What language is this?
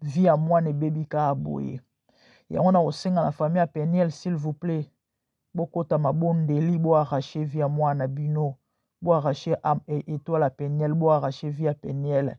Lingala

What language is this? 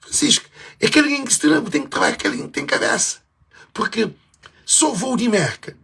Kabuverdianu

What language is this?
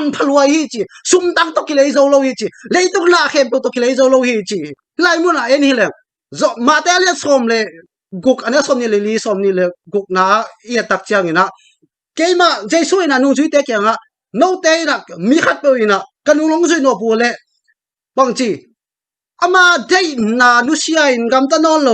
Tedim Chin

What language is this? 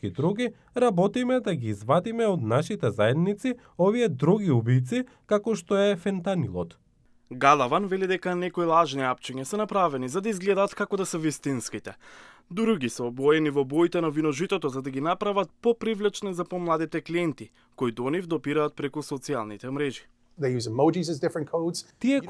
Macedonian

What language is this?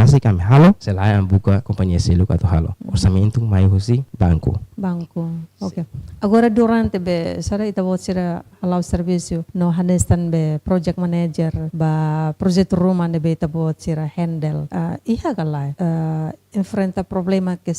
Tetum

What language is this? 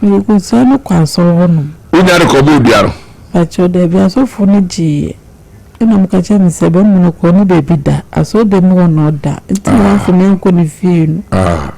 Akan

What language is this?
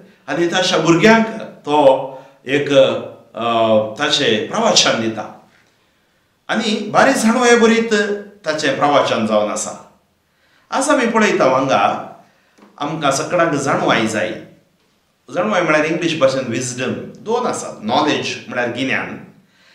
Konkani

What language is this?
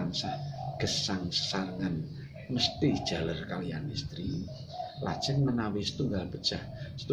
Javanese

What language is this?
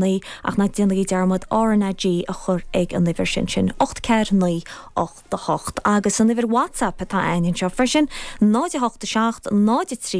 Irish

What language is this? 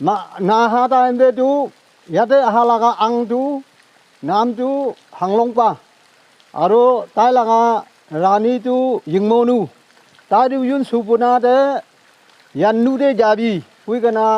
Naga Pidgin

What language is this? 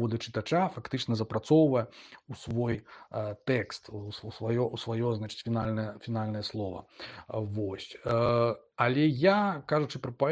Belarusian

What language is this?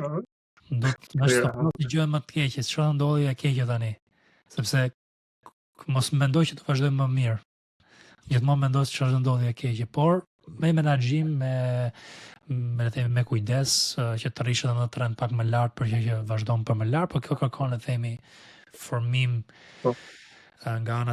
Albanian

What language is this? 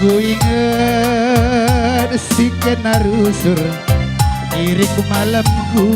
Batak Karo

